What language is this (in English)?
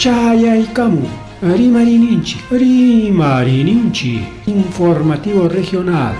Ayacucho Quechua